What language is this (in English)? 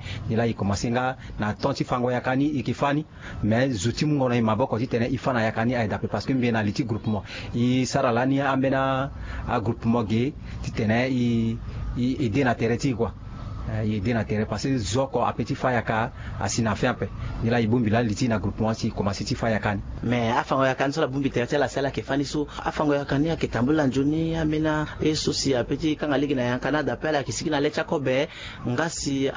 Sango